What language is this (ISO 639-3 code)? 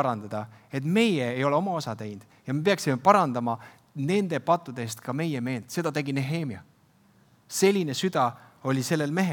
est